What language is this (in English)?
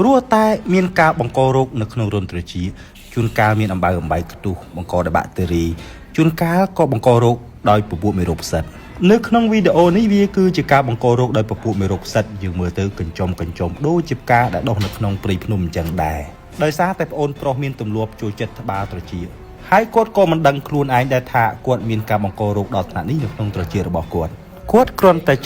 Khmer